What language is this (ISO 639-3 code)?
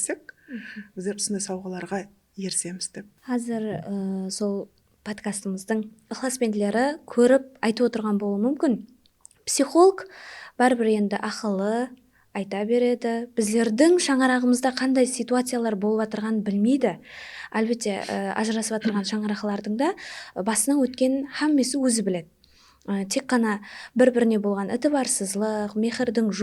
kaa